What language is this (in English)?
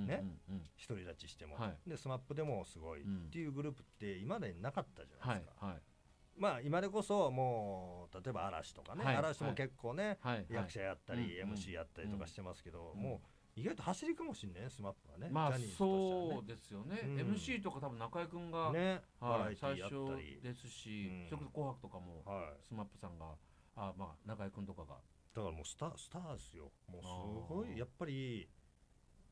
Japanese